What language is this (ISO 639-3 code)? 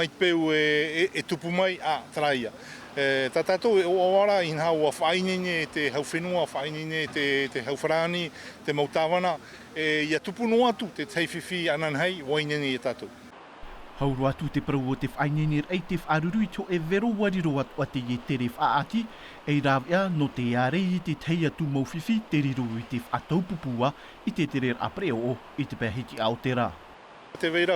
tah